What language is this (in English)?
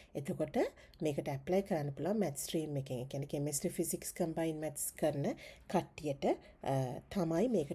Sinhala